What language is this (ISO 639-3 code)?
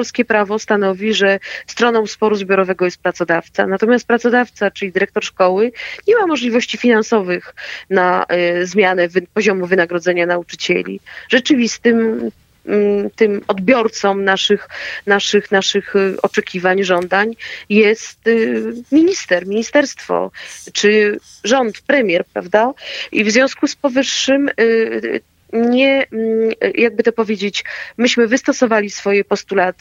pol